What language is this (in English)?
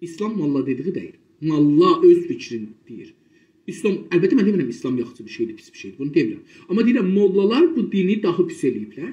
South Azerbaijani